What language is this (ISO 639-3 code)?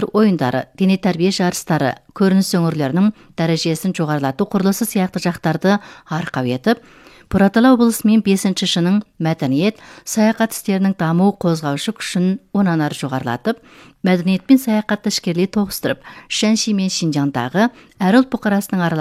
kaz